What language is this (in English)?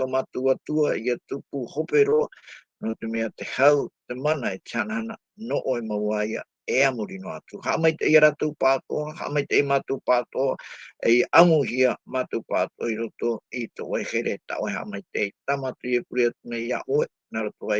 Tahitian